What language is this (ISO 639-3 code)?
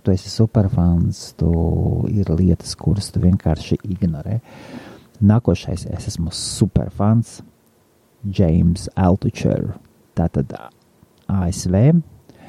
lav